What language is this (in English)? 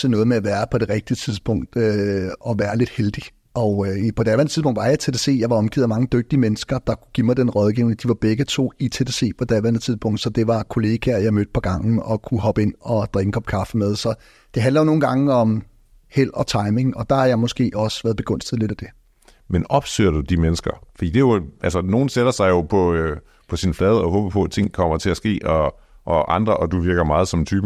Danish